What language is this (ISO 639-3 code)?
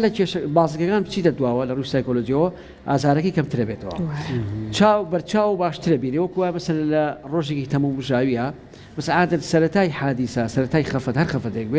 ckb